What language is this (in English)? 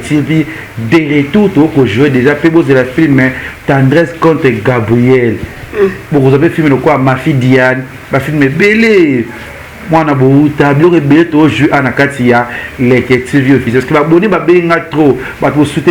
Lingala